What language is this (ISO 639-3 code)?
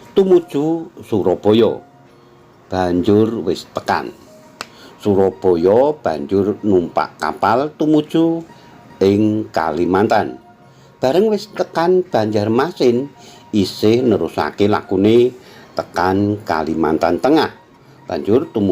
jav